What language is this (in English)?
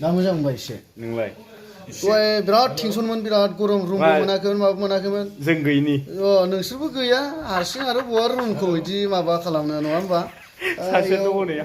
Bodo